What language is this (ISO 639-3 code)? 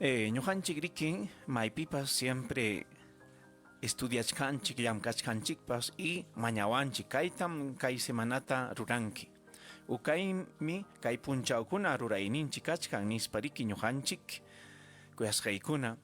quy